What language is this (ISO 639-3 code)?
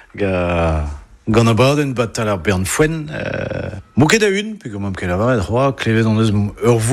bre